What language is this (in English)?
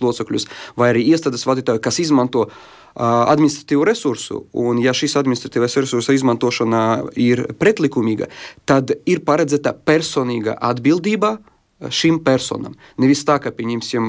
Latvian